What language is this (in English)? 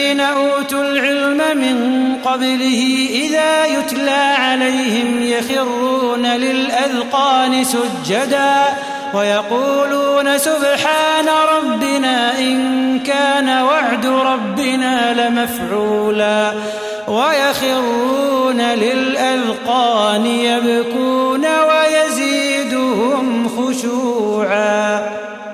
Arabic